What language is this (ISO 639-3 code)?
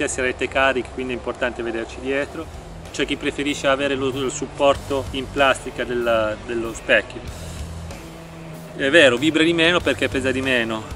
ita